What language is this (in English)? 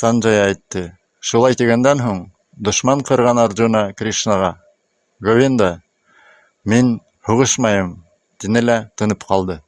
Bashkir